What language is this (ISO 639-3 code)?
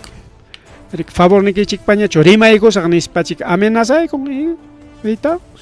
quy